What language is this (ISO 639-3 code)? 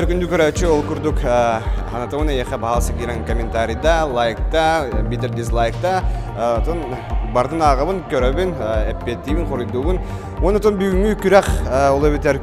sah